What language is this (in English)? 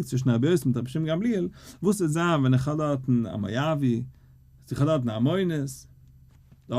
Yiddish